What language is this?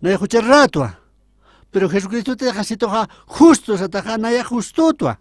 Aymara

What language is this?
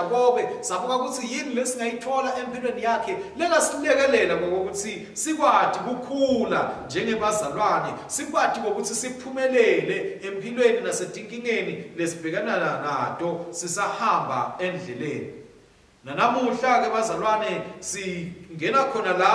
Swati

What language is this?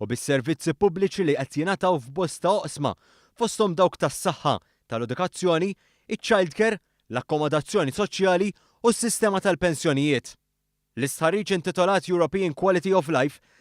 Maltese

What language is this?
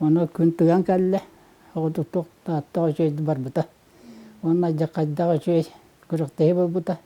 Yakut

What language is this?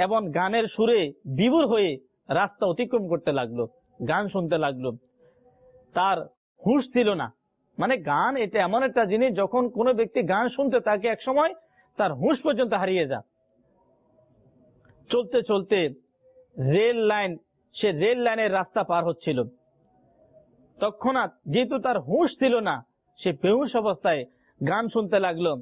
Bangla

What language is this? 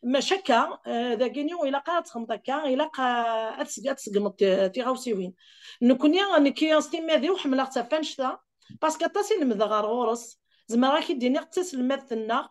Kabyle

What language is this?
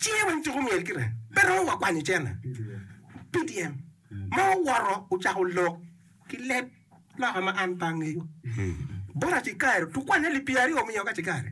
Acoli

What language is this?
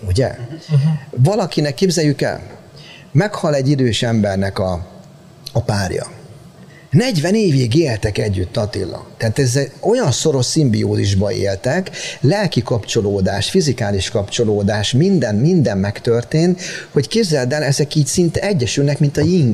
Hungarian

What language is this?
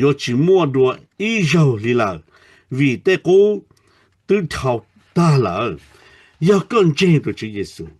Hmong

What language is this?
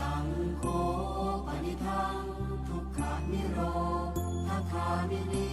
Pali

